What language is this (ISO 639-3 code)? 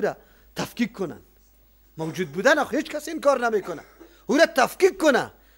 fas